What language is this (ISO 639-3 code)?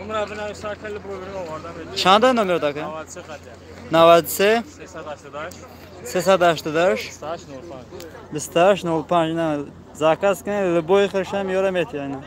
tgk